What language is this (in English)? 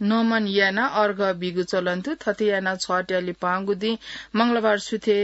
Newari